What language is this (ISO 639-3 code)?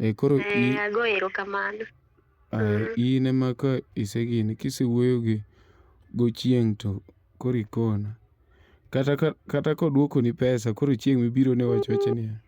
luo